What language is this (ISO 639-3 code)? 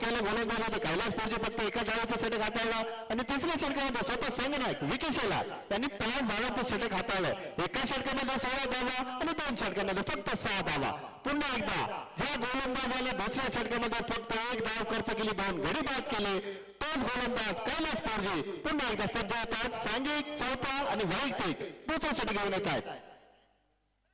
mar